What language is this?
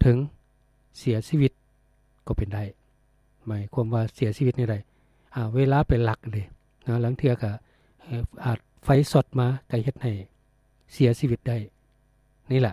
Lao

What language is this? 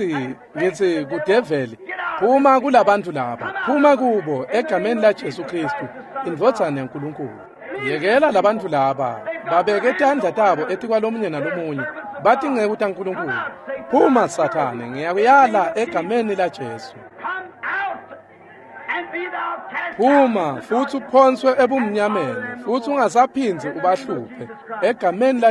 Swati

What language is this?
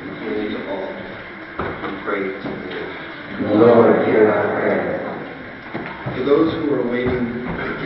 English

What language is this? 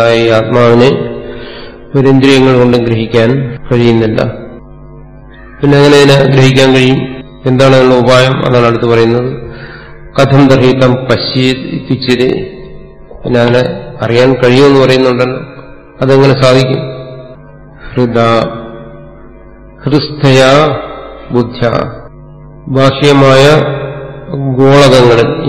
Malayalam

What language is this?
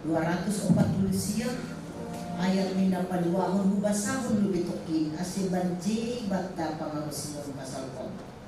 Batak Simalungun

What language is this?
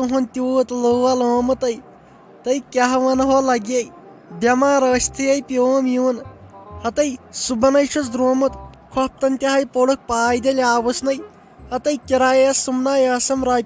Kashmiri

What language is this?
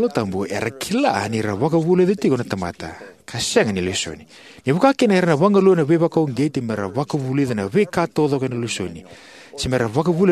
Fijian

